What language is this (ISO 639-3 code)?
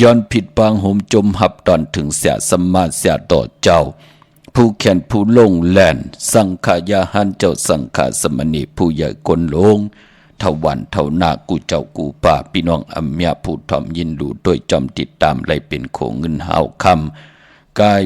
shn